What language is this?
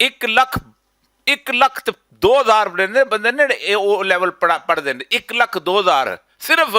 Western Panjabi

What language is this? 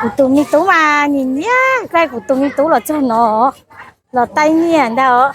Hmong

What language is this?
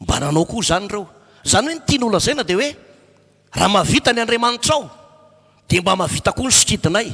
Malagasy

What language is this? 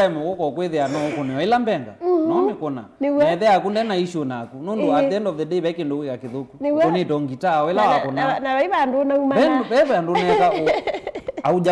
Kamba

